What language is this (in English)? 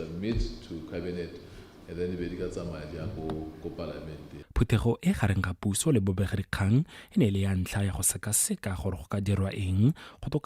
Tswana